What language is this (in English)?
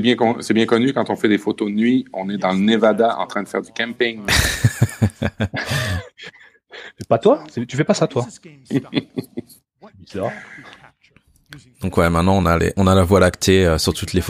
French